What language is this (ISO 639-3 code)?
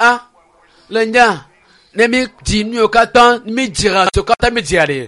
ewe